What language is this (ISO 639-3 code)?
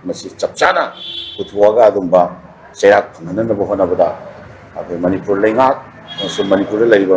mni